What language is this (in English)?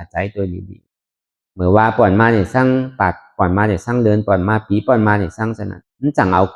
Shan